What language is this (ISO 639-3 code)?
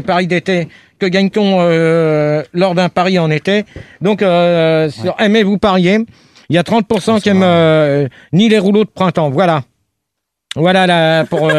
fra